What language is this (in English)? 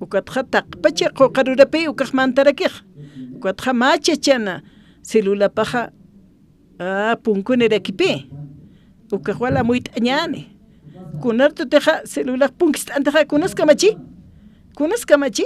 Aymara